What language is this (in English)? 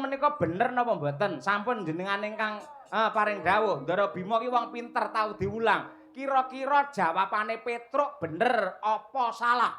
Javanese